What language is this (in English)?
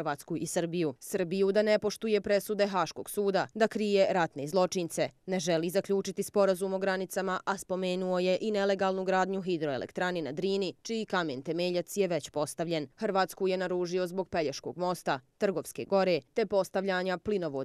Bosnian